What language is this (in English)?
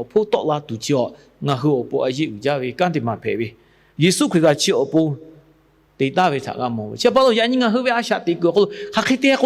Lahu